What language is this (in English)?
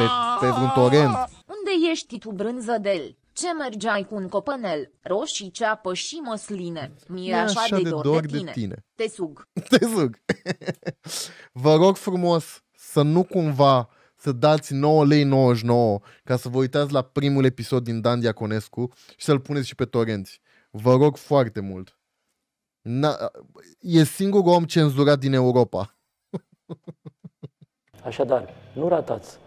Romanian